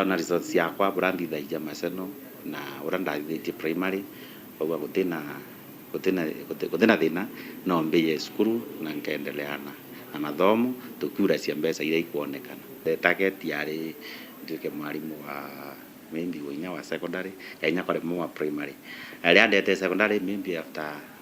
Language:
Meru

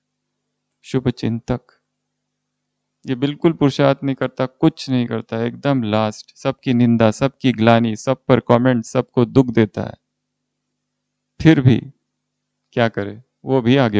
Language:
Hindi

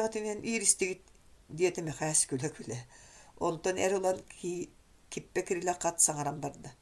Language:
Yakut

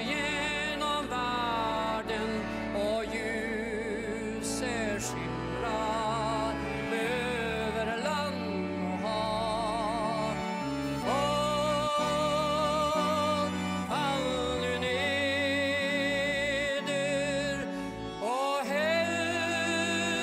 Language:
Swedish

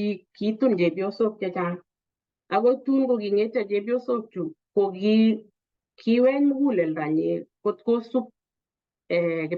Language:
Kalenjin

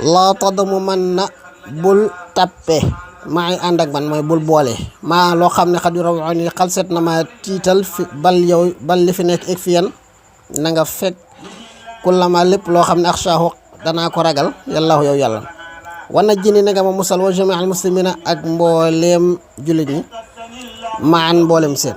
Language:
Wolof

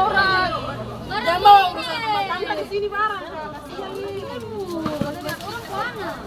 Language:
Ambonese Malay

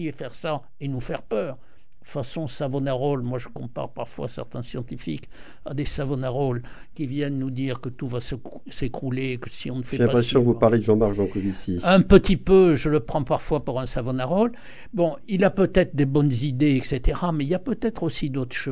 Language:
French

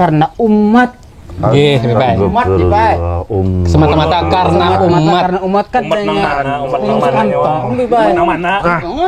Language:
Banjar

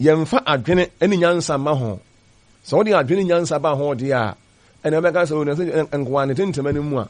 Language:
Akan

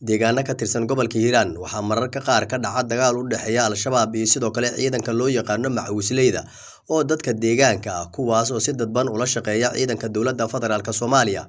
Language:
Somali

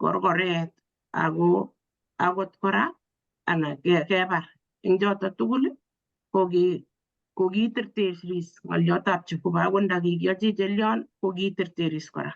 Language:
Kalenjin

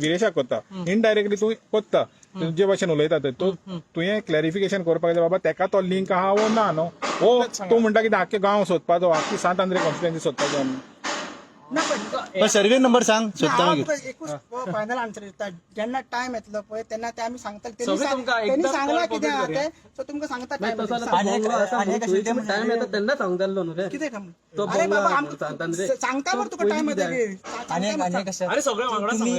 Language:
Konkani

